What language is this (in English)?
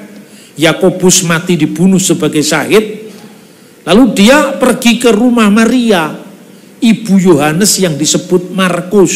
Indonesian